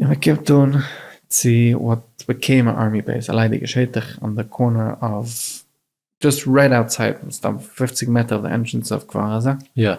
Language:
Yiddish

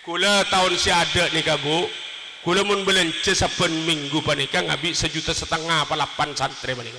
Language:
Madurese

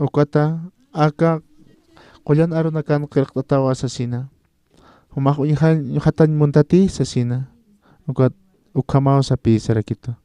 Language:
Aymara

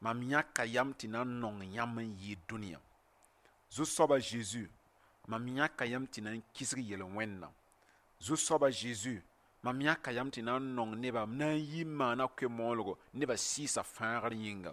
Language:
Mossi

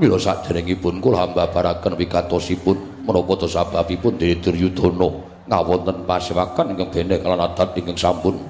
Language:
Javanese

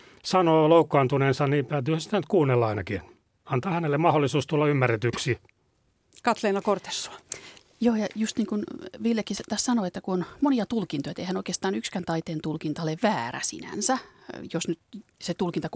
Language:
Finnish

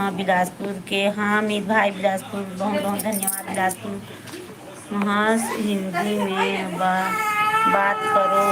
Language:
Chhattisgarhi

